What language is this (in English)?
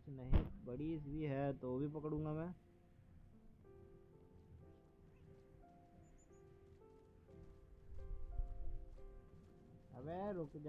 Hindi